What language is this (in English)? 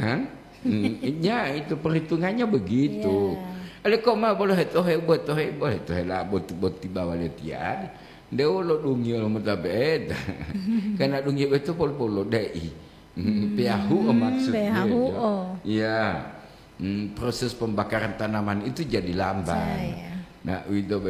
Gorontalo